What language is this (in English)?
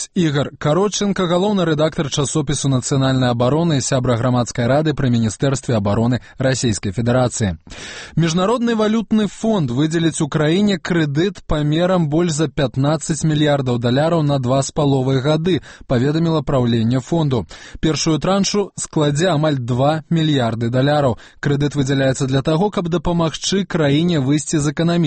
Belarusian